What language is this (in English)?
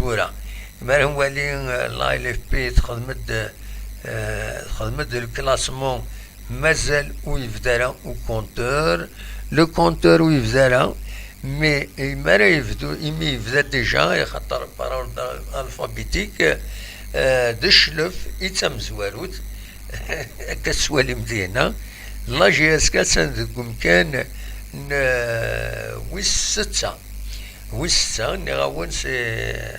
Kabyle